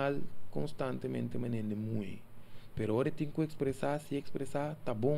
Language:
Papiamento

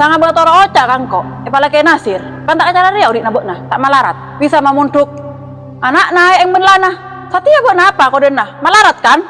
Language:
Madurese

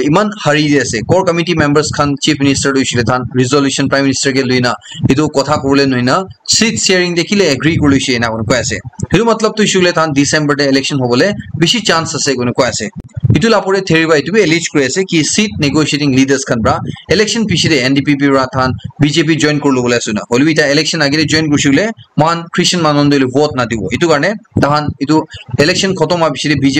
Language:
Naga Pidgin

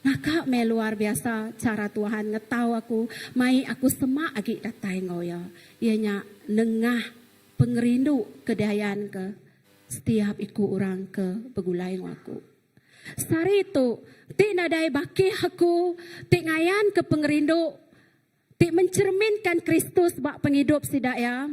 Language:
Iban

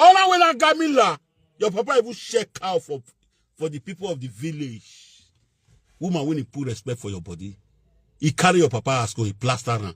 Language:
Nigerian Pidgin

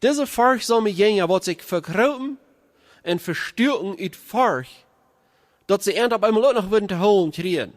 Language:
Plautdietsch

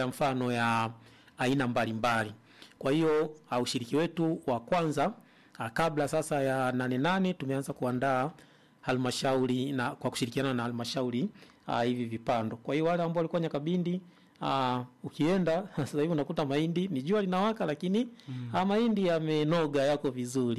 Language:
Swahili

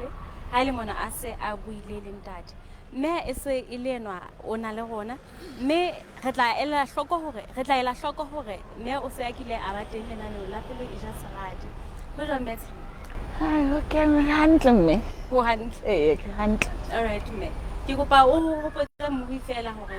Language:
Southern Sotho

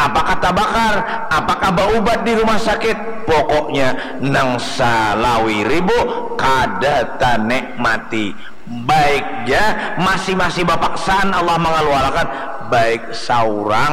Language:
Banjar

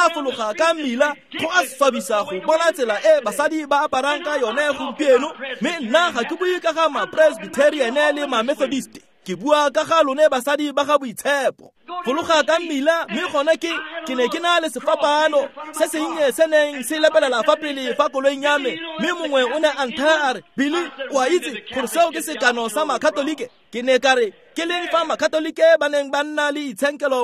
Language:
Tswana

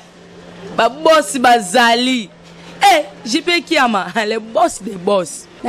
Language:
Lingala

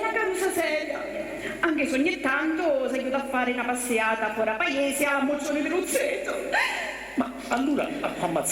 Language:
Sicilian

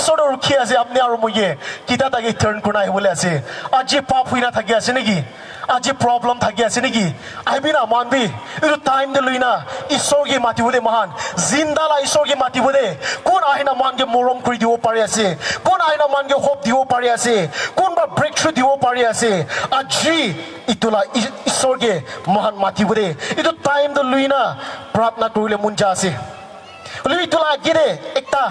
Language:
Naga Pidgin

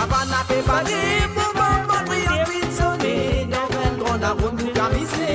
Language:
Morisyen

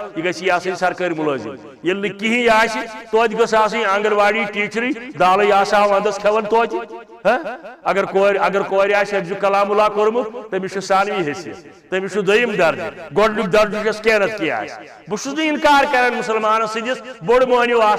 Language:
Kashmiri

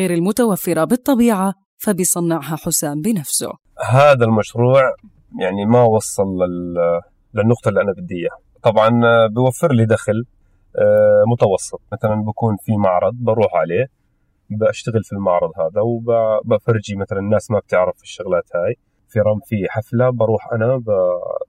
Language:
North Levantine Arabic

